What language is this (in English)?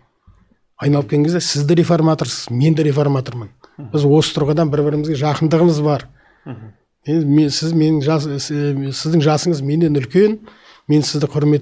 Kazakh